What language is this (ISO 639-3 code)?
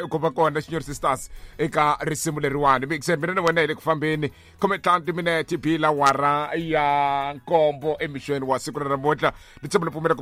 tso